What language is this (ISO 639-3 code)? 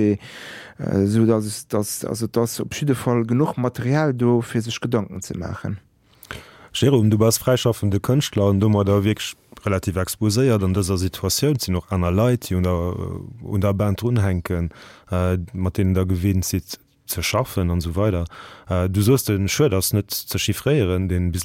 ltz